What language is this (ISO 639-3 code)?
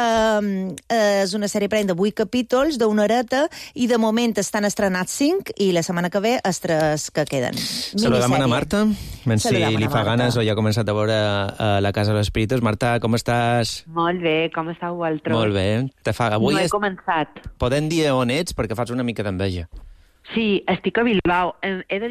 cat